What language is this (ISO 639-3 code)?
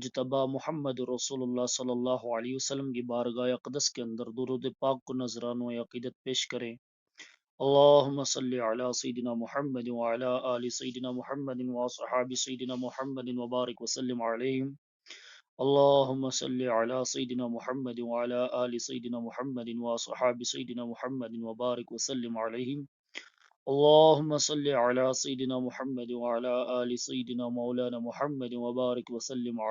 gju